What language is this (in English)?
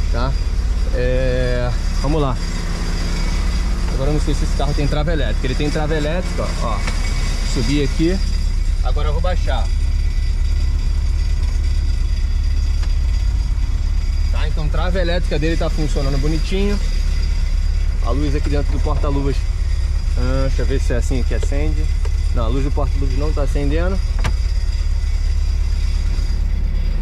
Portuguese